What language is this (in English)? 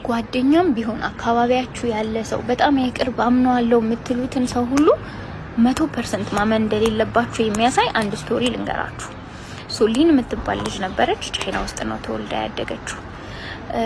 Amharic